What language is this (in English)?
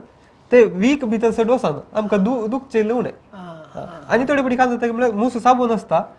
Konkani